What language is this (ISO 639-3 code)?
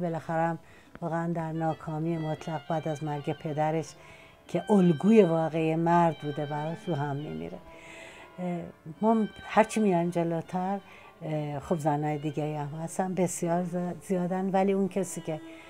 fas